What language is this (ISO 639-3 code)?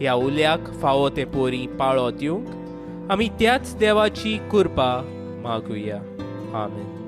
kok